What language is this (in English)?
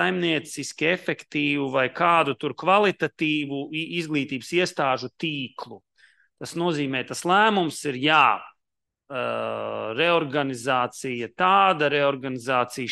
Latvian